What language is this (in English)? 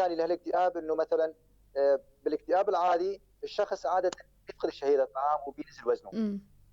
North Levantine Arabic